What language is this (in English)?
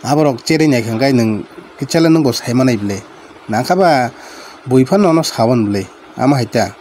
Kok Borok